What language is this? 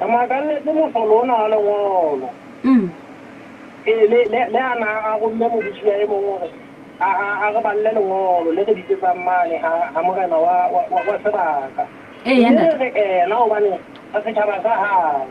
Southern Sotho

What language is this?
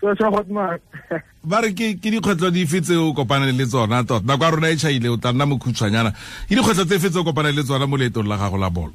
Tswana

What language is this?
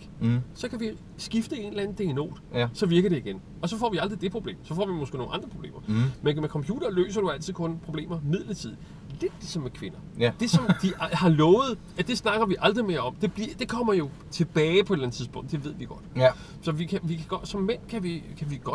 Danish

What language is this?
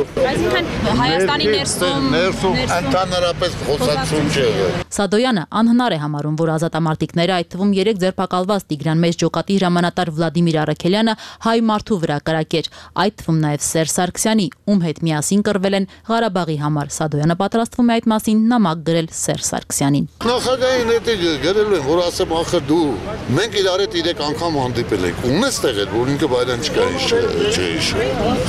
Armenian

